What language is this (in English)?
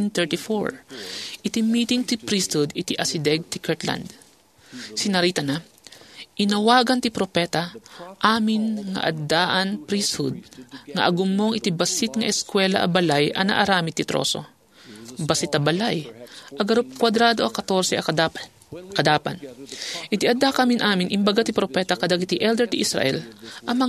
Iloko